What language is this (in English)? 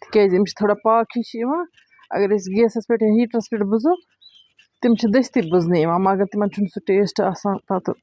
Kashmiri